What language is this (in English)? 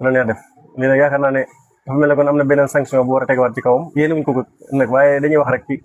Wolof